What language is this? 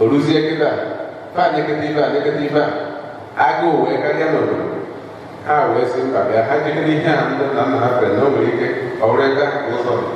Igbo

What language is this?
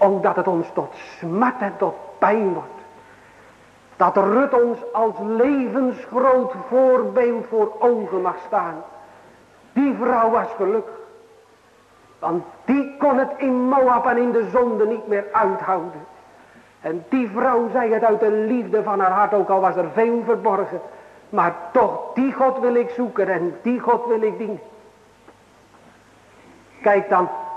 Dutch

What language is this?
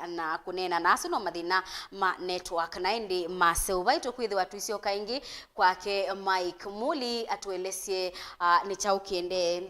Kamba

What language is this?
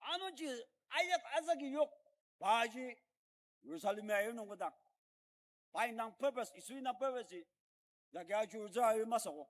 Ao Naga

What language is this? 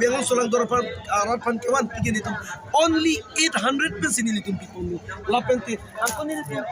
Karbi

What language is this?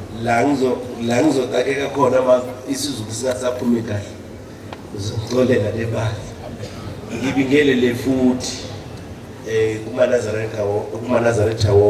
Zulu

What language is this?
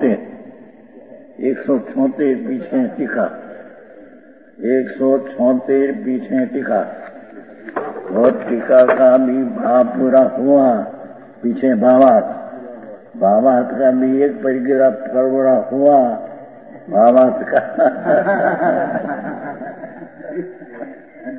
Hindi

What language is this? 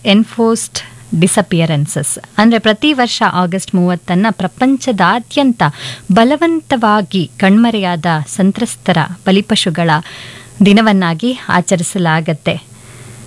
Kannada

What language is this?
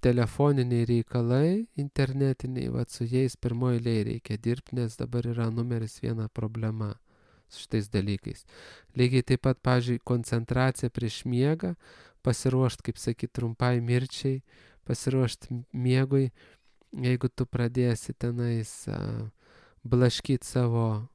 Lithuanian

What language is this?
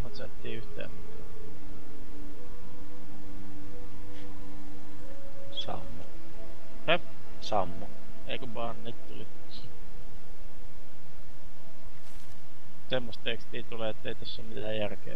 Finnish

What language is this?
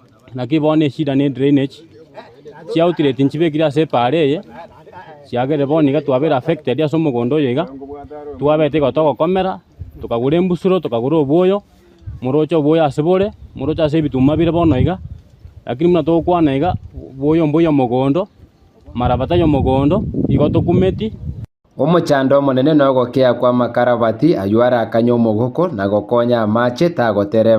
Gusii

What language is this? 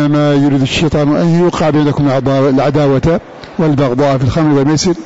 Arabic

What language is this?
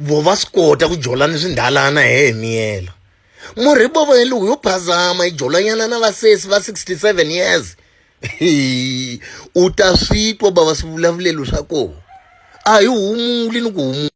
Tsonga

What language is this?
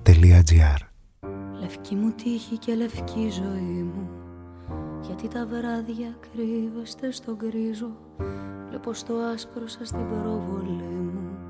Greek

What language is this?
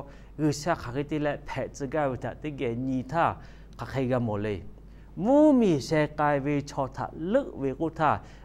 Lahu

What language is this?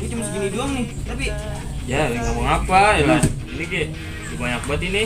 Betawi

